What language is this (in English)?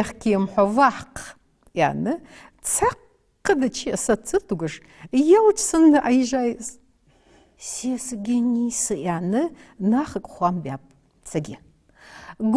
Ingush